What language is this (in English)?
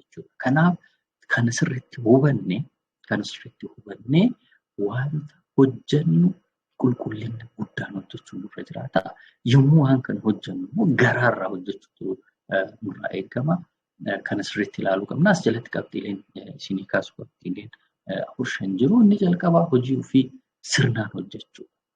Oromo